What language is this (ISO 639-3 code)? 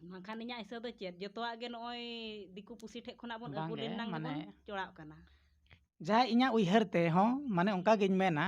sat